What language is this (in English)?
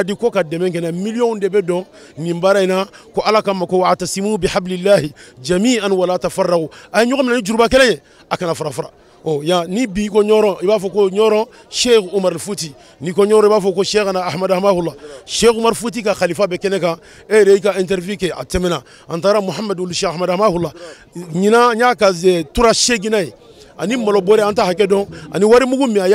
Bambara